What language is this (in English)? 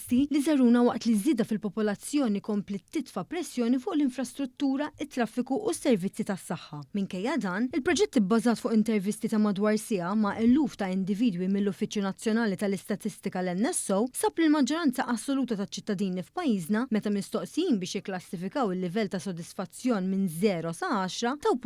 Maltese